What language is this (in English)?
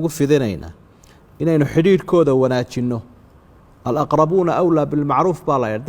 Somali